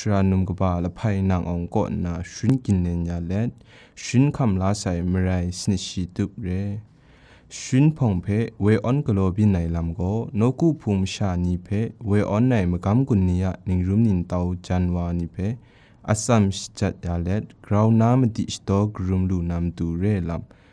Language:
Kachin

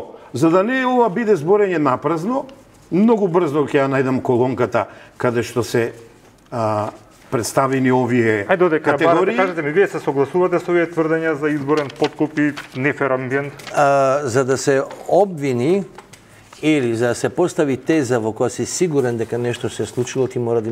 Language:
Macedonian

